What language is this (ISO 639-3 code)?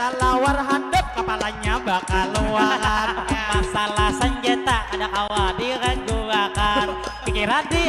bjn